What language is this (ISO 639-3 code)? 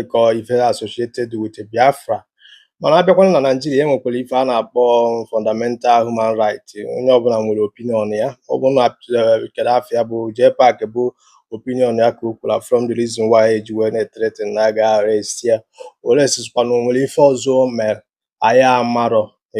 ibo